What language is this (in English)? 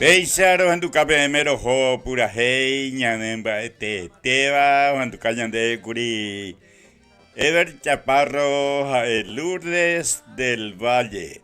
Guarani